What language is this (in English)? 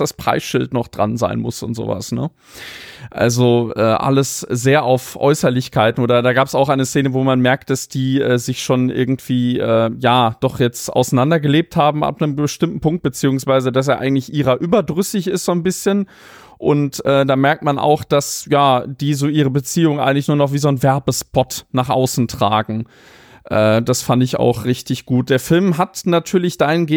German